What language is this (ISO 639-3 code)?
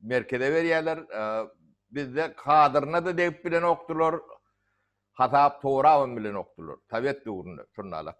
tuk